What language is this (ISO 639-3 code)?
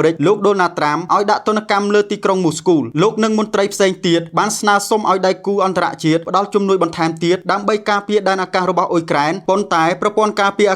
khm